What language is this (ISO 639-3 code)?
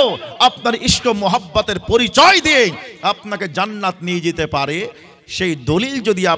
ben